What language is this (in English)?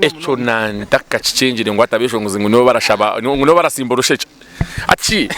Nyankole